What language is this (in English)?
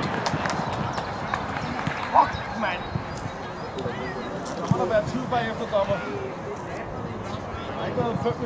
Danish